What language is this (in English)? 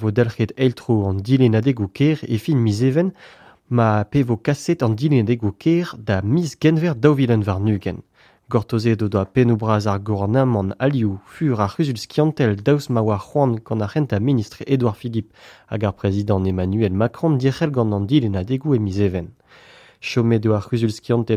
Breton